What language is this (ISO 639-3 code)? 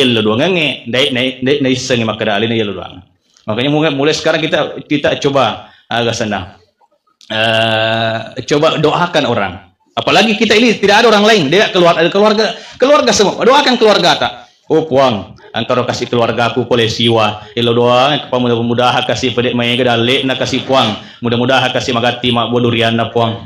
bug